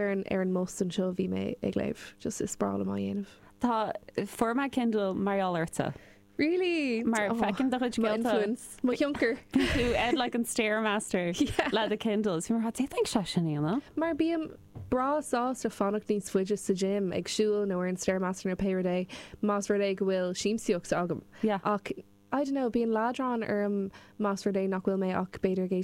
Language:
Irish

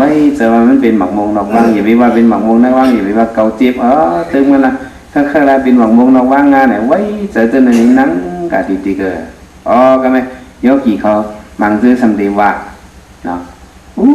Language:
Shan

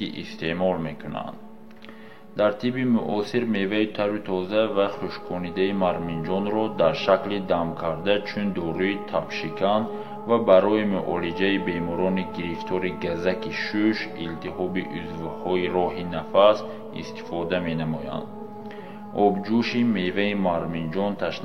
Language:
Tajik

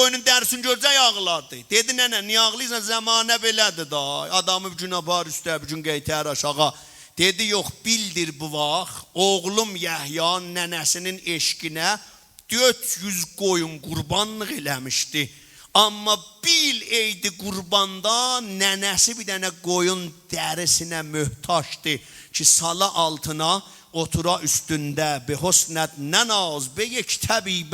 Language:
South Azerbaijani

